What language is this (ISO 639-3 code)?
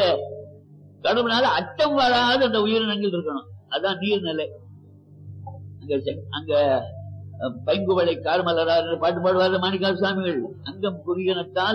tam